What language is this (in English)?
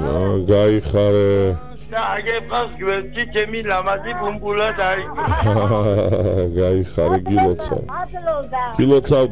Georgian